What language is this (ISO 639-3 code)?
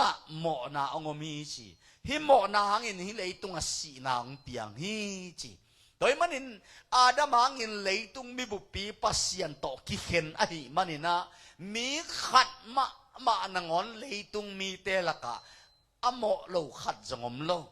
ctd